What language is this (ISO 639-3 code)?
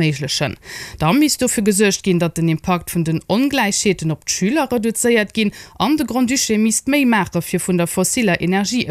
ltz